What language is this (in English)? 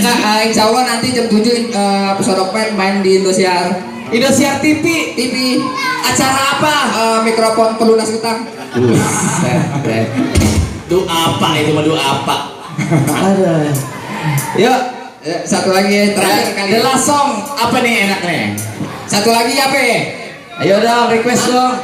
Betawi